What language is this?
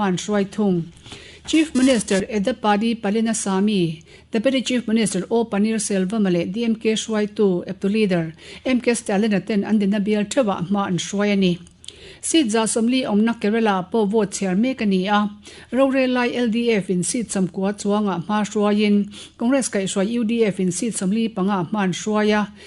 Mizo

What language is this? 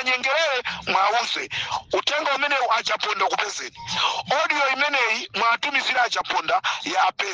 Nyanja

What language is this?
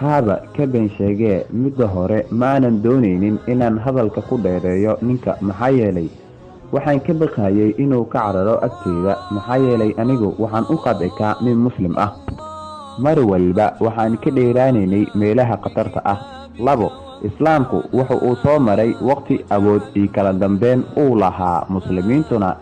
Somali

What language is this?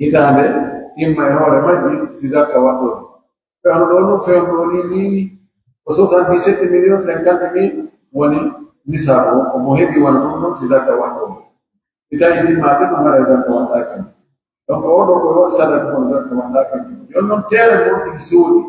Pular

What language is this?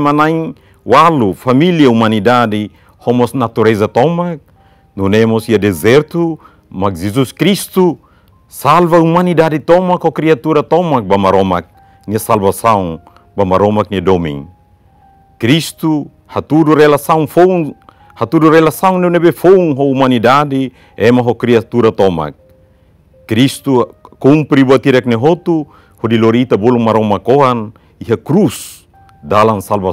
Tetum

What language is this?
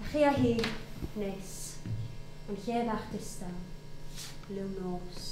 Welsh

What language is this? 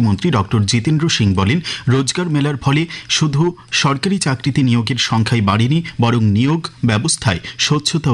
Bangla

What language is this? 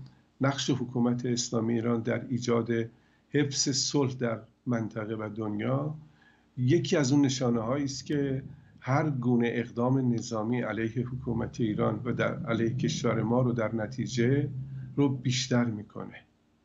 Persian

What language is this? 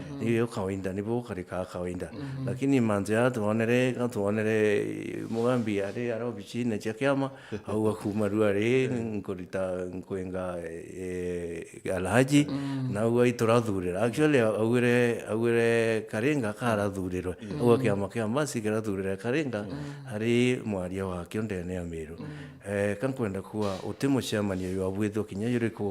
Meru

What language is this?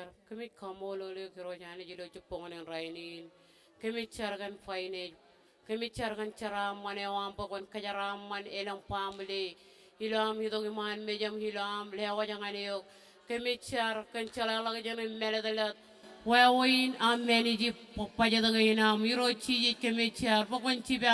Marshallese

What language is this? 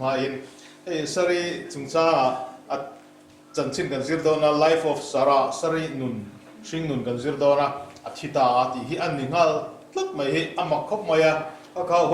Mizo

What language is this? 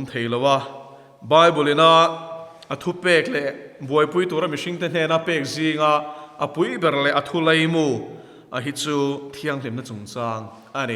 Mizo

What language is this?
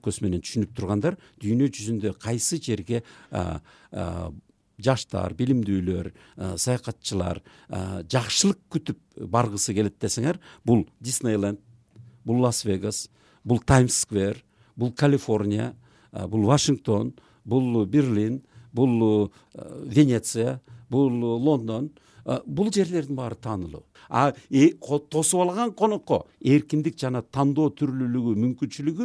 Kyrgyz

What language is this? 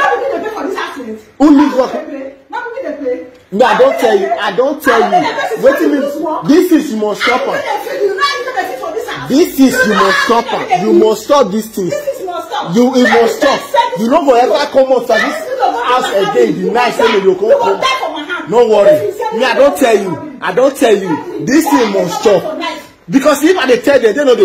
Nigerian Pidgin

